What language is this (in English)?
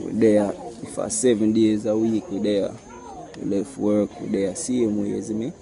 Jamaican Creole English